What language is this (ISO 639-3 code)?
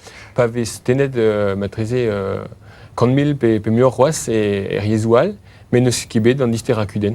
bre